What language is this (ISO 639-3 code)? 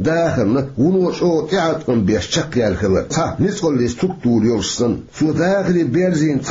che